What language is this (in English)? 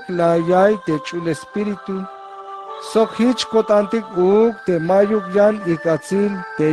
Tzeltal